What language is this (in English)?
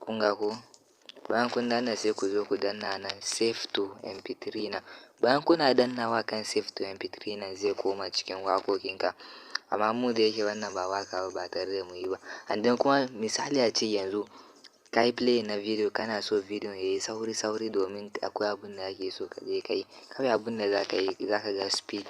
Hausa